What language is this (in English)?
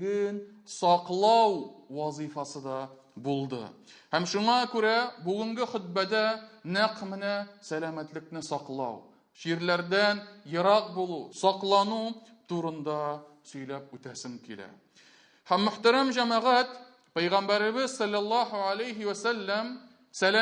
Tatar